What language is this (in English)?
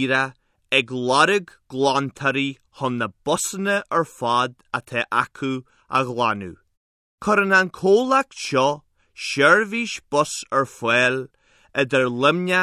Irish